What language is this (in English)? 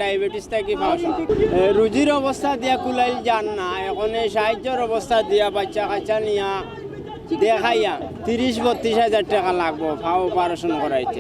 Sylheti